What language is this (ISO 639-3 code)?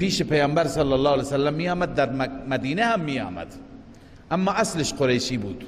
fas